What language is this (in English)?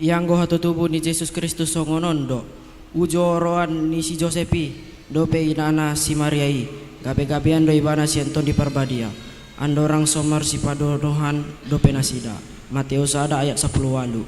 Batak Toba